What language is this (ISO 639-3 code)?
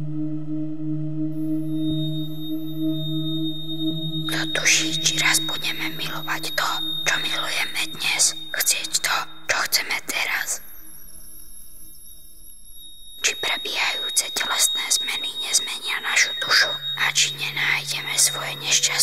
slk